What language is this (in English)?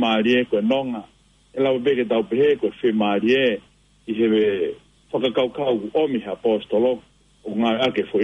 Tongan